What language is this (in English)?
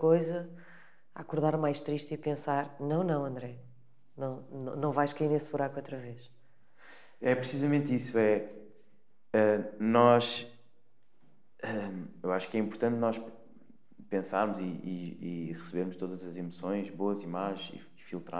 Portuguese